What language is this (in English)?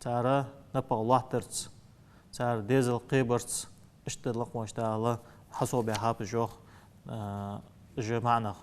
Ingush